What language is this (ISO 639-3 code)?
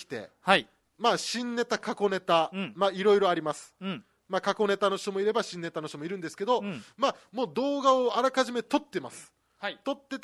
jpn